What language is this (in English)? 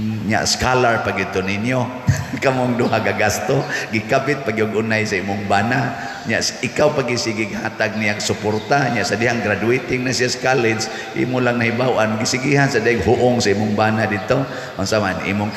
Cebuano